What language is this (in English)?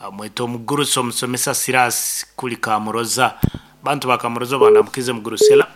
Nyoro